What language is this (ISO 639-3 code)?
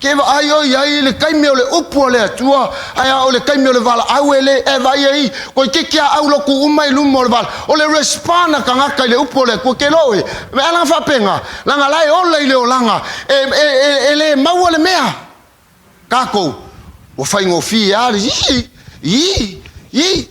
smo